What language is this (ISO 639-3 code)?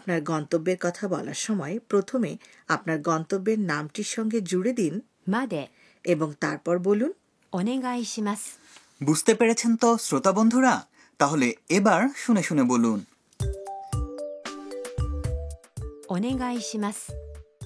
ben